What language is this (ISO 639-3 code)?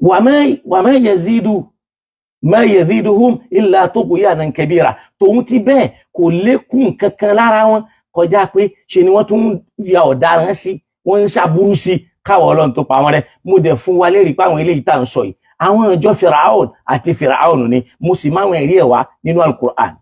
yor